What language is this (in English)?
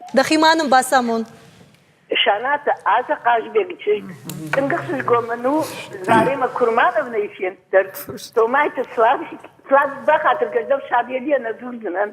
Ossetic